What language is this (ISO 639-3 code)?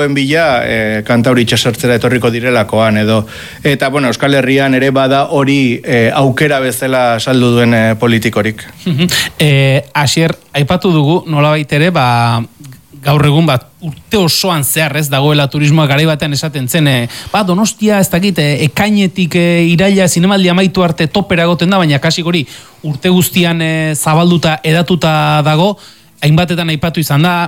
eus